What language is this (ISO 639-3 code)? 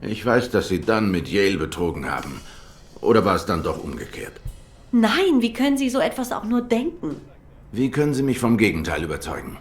gsw